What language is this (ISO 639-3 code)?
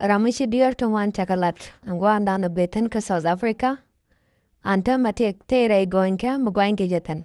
nus